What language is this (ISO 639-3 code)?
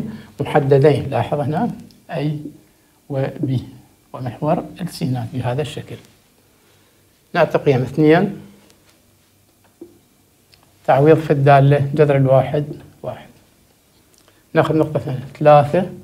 ara